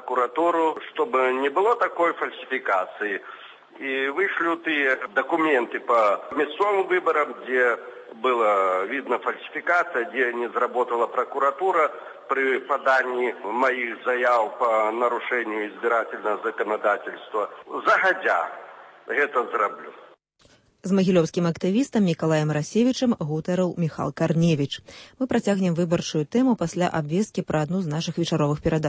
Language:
Belarusian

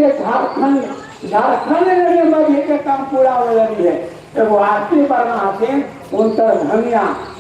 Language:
Magahi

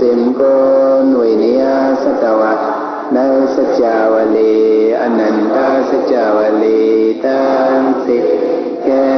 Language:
Shan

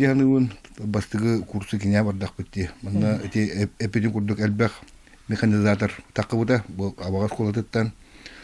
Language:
Yakut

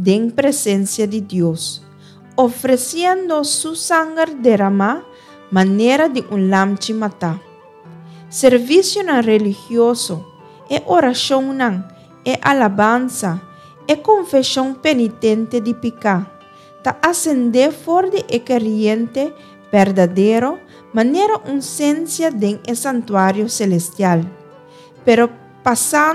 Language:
Papiamento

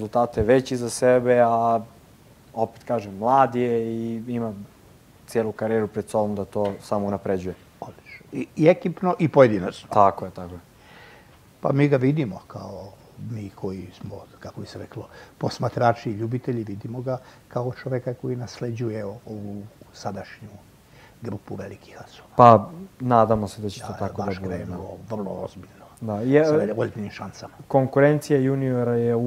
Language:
Serbian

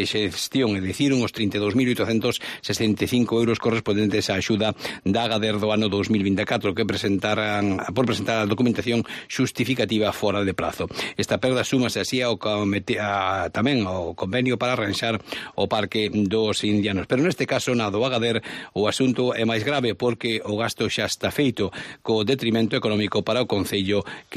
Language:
Galician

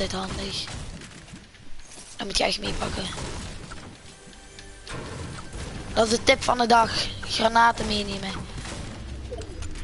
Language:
Dutch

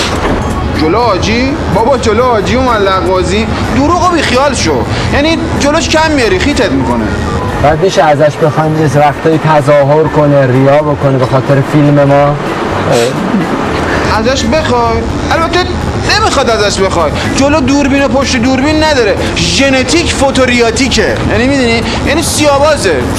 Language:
Persian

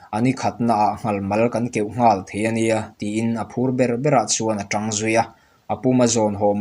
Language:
Mizo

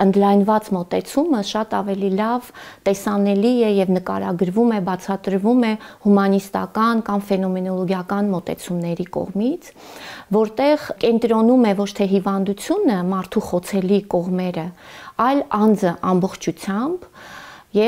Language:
Armenian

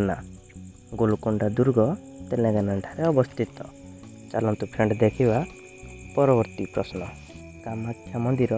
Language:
Odia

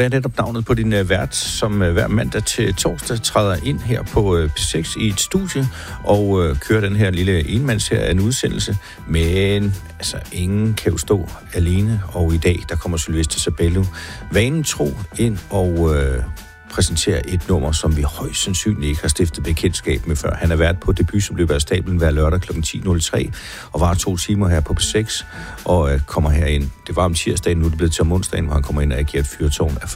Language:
Danish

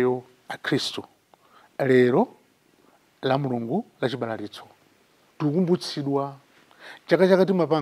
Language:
Nyanja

